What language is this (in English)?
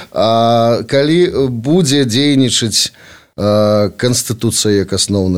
Belarusian